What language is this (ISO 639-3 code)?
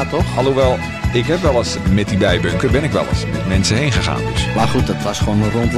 nld